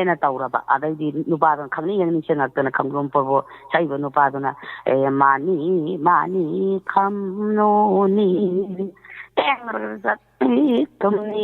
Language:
Manipuri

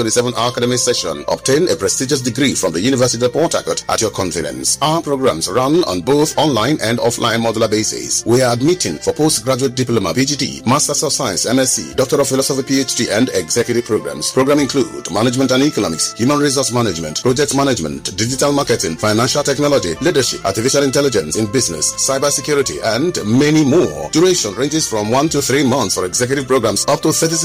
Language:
English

